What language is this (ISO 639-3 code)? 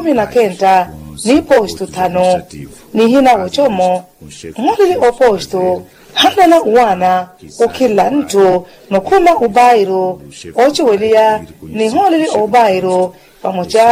vmw